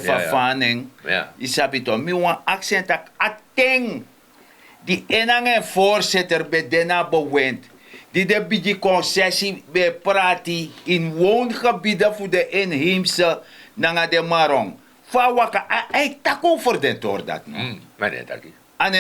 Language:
Sranan Tongo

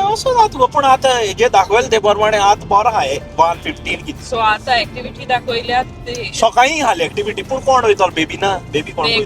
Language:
Konkani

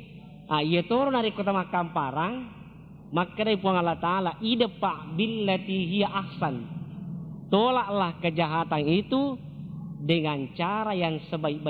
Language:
Buginese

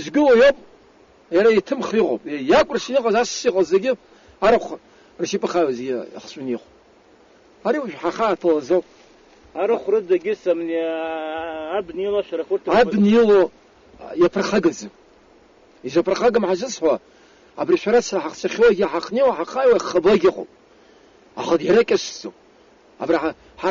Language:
Abkhazian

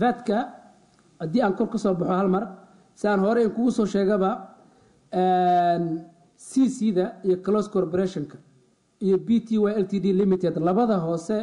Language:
Somali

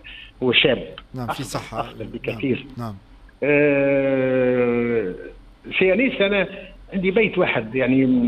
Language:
Tunisian Arabic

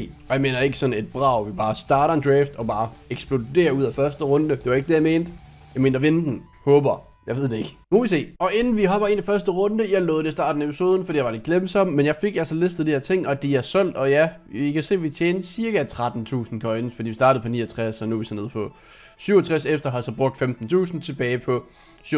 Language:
Danish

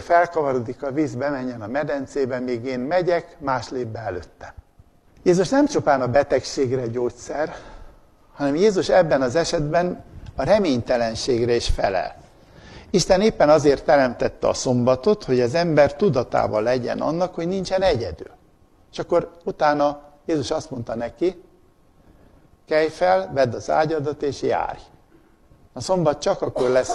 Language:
Hungarian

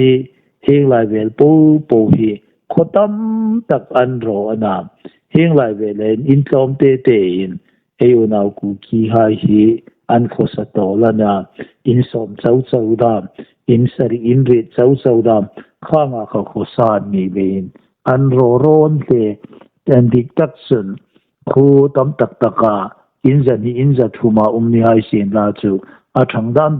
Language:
Hmar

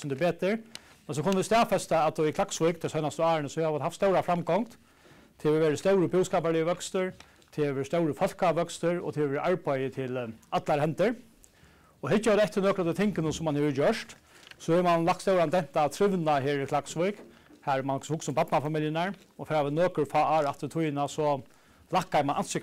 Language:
Faroese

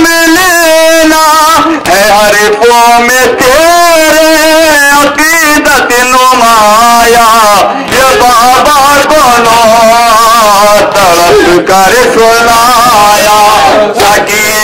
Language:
Urdu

